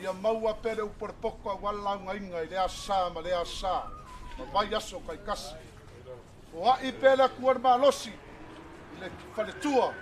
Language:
Samoan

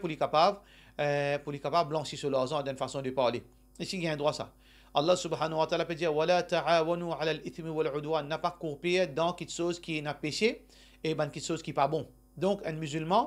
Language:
Morisyen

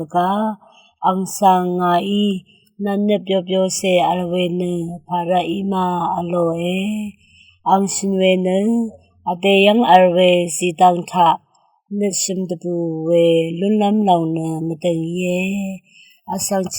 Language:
Rawang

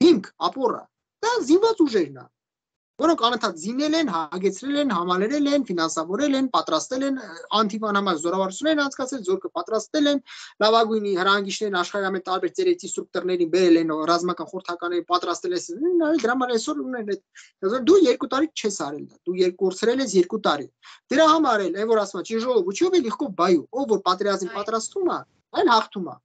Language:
Armenian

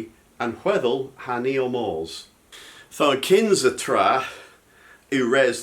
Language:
Cornish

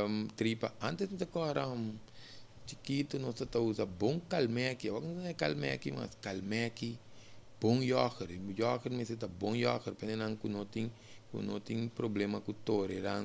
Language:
Papiamento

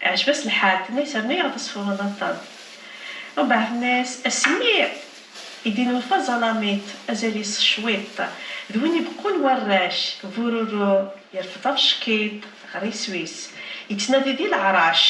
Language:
Kabyle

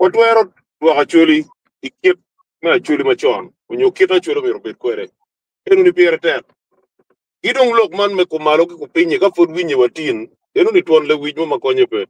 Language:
Acoli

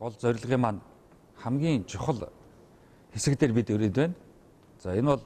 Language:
Mongolian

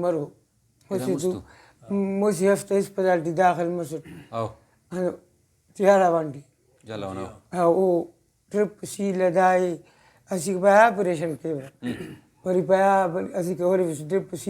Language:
Brahui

